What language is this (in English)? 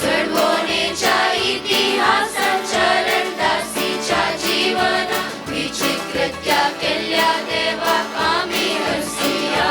Konkani